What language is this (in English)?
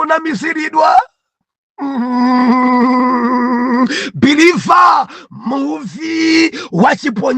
Nyanja